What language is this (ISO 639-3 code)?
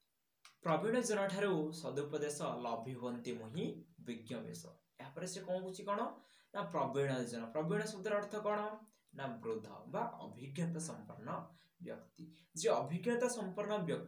ori